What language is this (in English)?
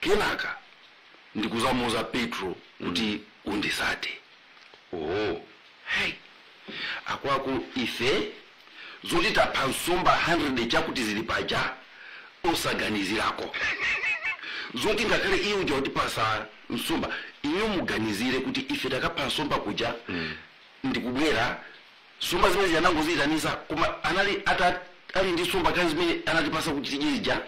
Nyanja